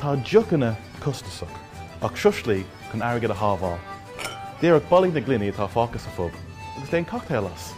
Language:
Irish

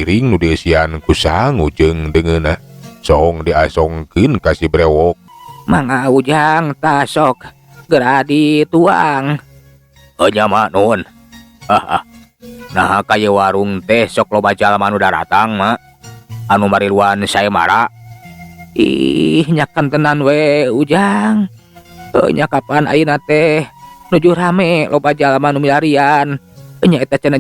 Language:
Sundanese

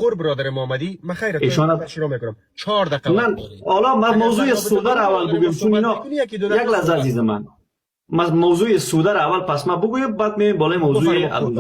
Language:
Persian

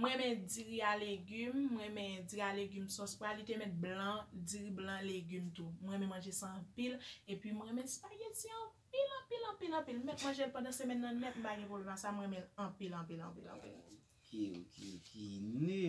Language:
Haitian Creole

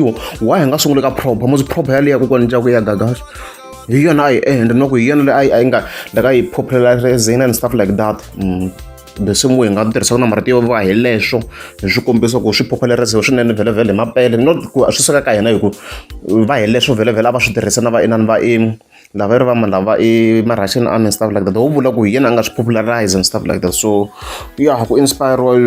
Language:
Tsonga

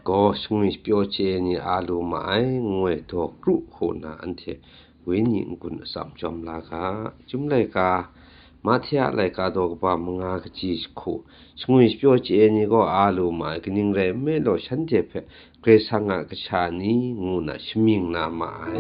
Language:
Kachin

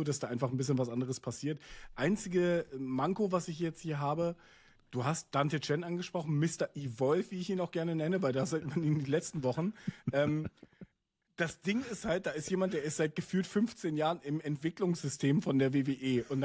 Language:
Swiss German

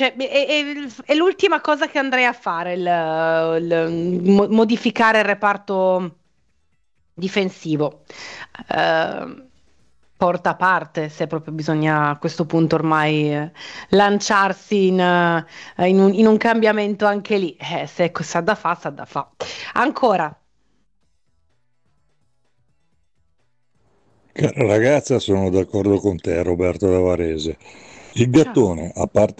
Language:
Italian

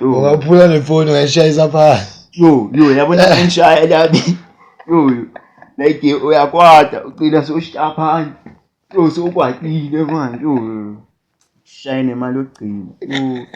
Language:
Zulu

